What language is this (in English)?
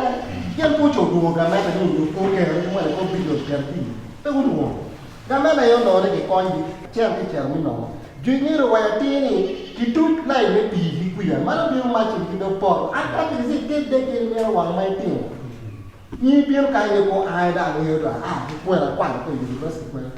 Acoli